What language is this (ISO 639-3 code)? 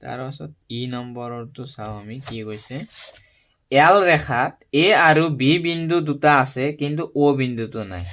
asm